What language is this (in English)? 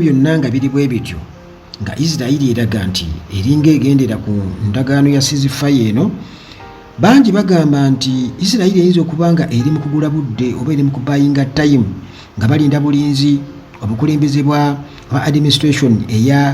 Ganda